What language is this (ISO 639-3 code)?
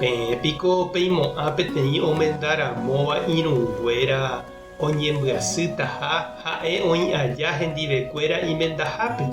grn